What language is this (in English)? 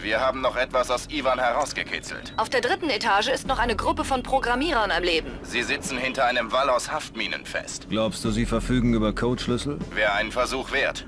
Bavarian